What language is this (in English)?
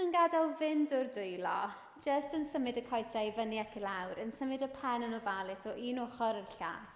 Welsh